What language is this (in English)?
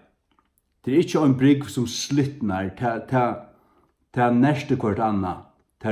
Faroese